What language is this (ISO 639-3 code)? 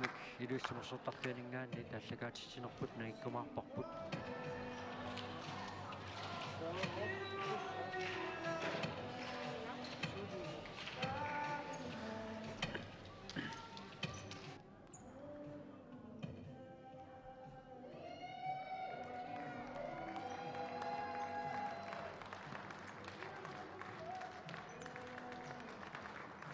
kal